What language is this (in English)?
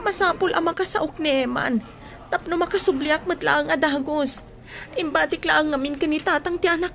Iloko